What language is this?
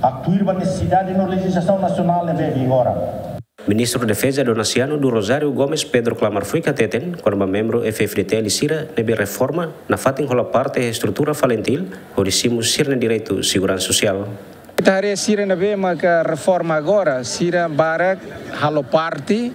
Tetum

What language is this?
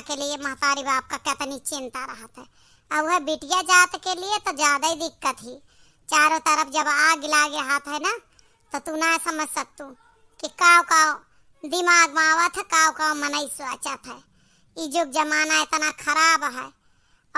Awadhi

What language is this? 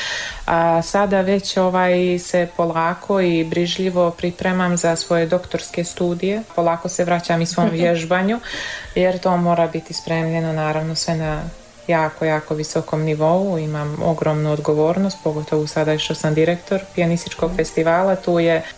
Croatian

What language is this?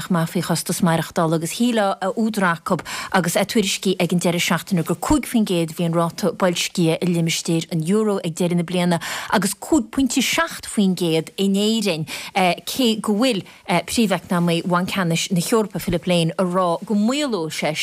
Irish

